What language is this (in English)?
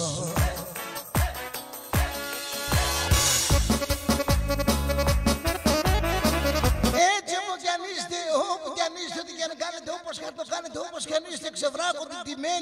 Greek